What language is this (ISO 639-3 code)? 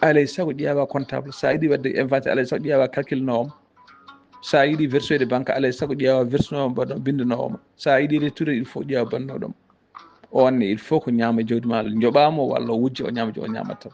ful